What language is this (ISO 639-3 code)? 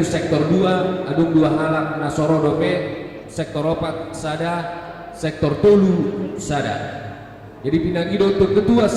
bbc